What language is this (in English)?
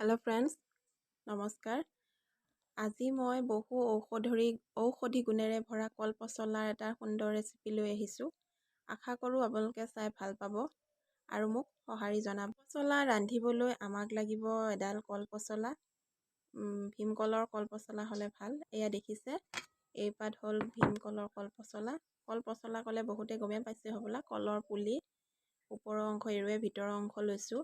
Assamese